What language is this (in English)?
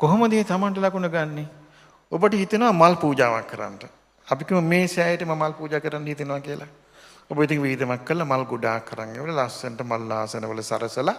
Sinhala